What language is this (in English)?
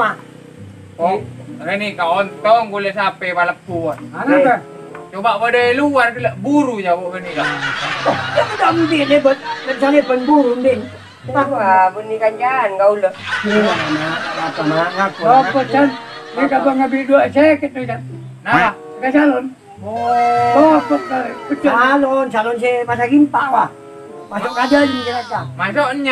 Madurese